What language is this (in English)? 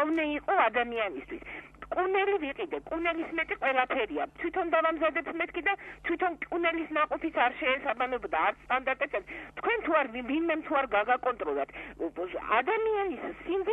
Georgian